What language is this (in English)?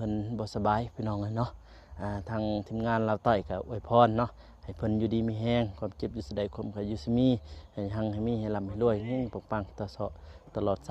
Lao